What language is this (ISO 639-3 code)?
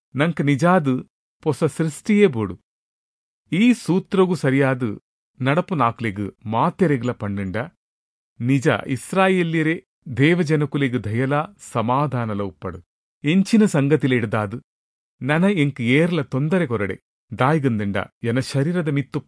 tcy